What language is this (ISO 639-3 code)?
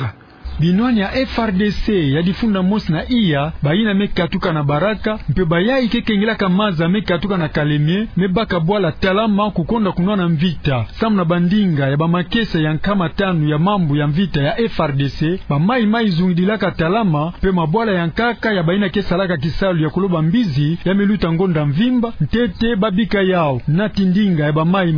ktu